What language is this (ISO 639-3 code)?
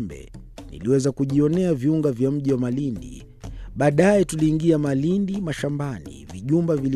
swa